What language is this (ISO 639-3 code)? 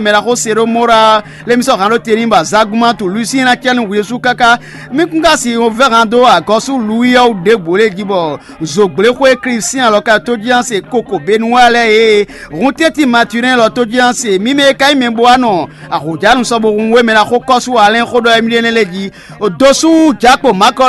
fon